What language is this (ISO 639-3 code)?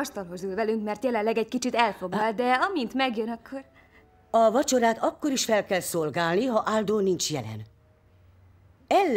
hun